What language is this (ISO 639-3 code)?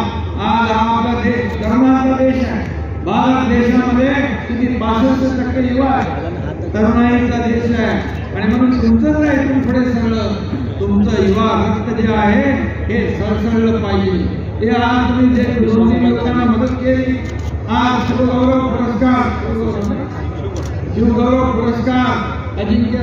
mar